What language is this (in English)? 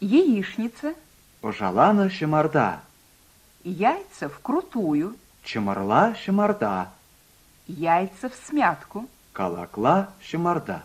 Chuvash